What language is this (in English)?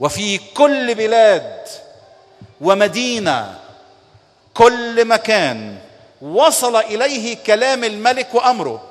Egyptian Arabic